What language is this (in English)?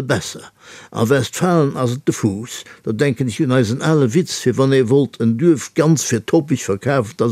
Luxembourgish